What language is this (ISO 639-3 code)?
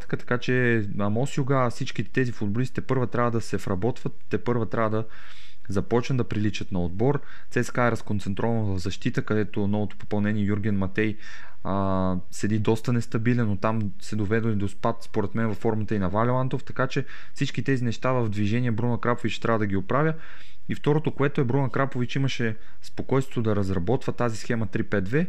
bul